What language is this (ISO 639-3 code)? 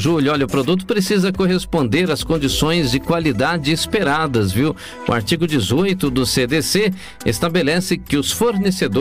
por